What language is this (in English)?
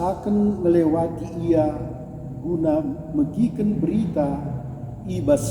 Batak Karo